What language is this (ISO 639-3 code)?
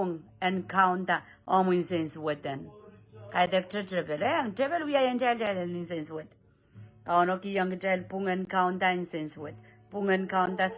pon